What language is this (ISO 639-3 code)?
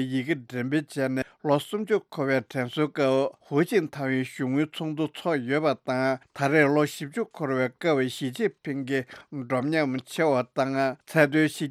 bod